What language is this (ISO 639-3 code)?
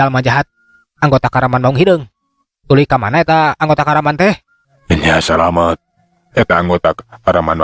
sun